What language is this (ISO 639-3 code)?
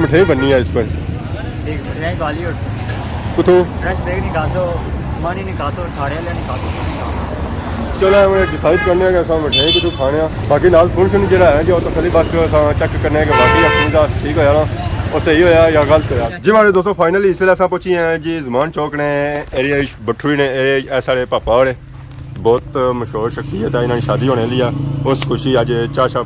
phr